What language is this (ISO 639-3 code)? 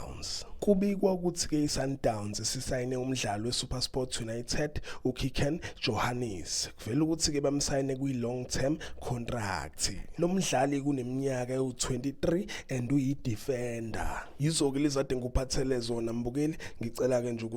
zul